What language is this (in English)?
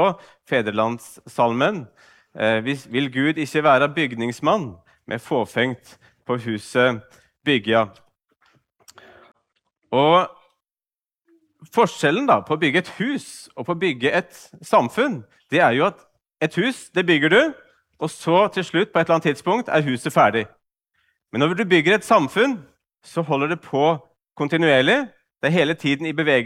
Norwegian